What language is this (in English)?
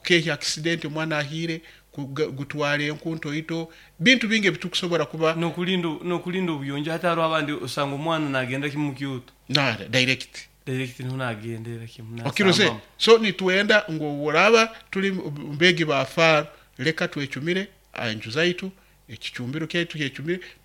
Nyoro